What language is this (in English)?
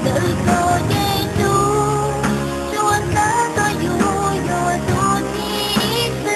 Hmong